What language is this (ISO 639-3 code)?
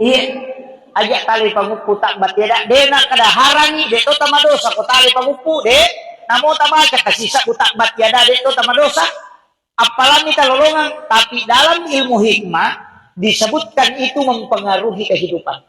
bug